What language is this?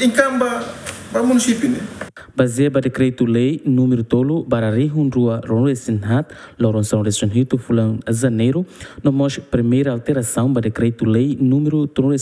Tetum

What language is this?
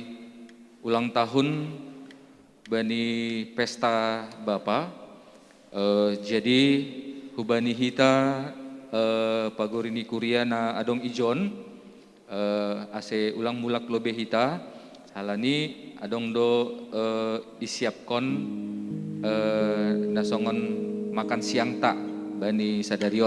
Batak Simalungun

